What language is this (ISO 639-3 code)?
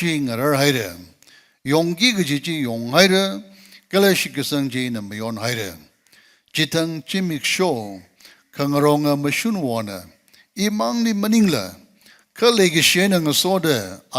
nmf